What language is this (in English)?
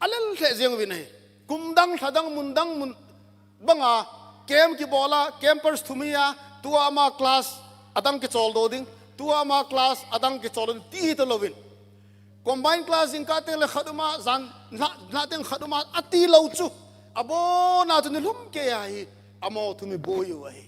Thado Chin